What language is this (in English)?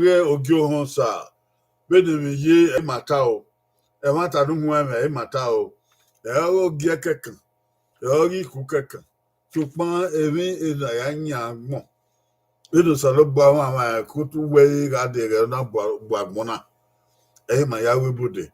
Bini